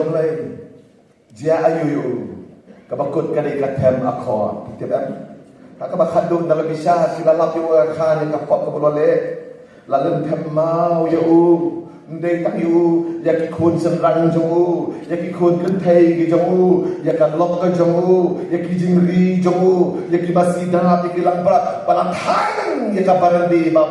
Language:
Khasi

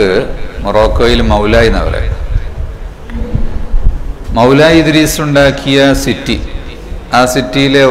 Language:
Malayalam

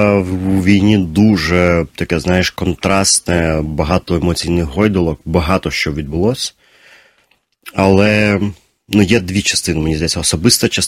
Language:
Ukrainian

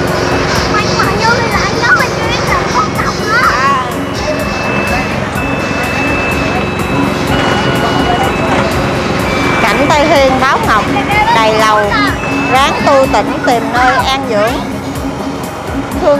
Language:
Vietnamese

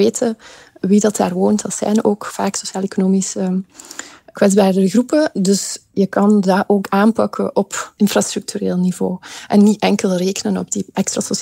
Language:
Dutch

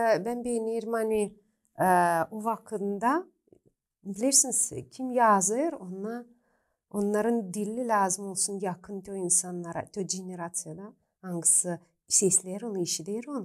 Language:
Gagauz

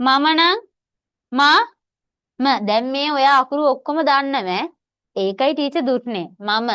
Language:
Sinhala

